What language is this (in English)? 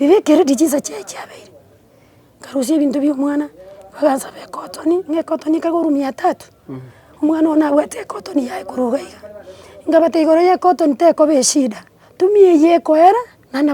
Gusii